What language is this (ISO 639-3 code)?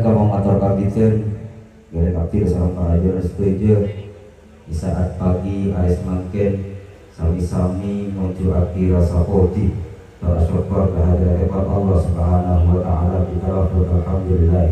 mad